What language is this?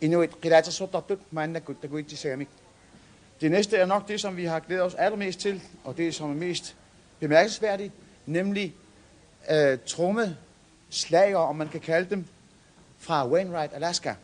Kalaallisut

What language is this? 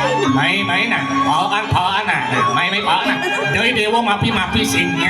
Balinese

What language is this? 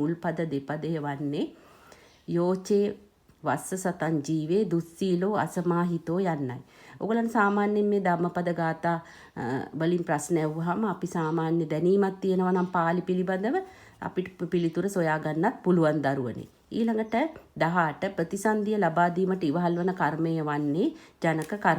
Sinhala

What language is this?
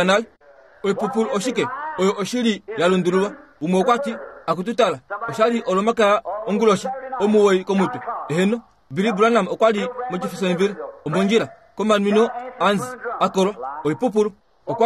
Kuanyama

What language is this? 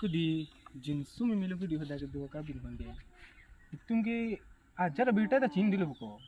Karbi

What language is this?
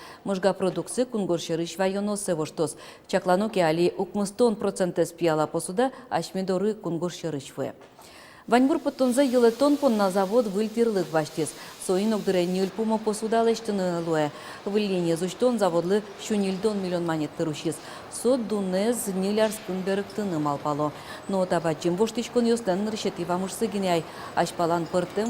Udmurt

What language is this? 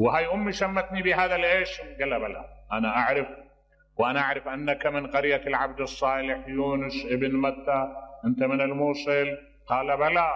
Mesopotamian Arabic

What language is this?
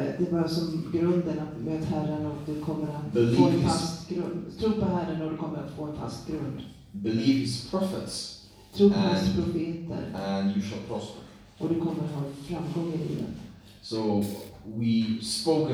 Swedish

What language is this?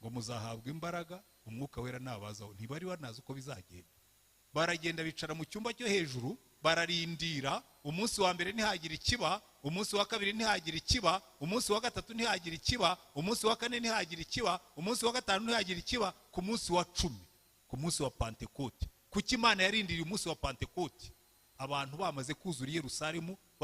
Kinyarwanda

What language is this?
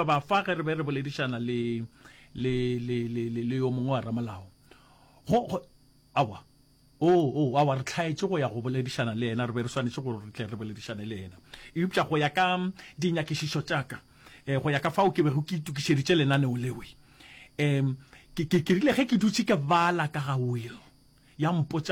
Northern Sotho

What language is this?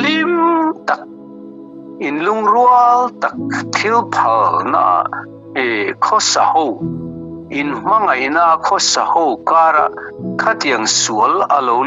Mizo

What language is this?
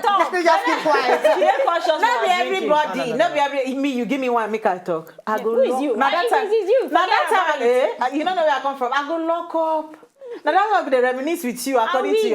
Nigerian Pidgin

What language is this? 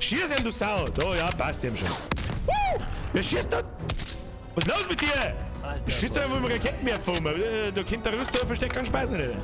Bavarian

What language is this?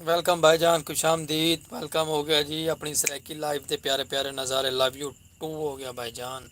Saraiki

